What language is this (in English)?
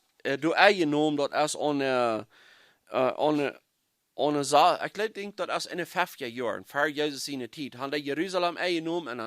Plautdietsch